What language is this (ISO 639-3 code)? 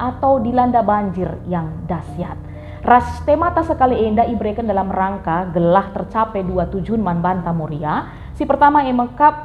btx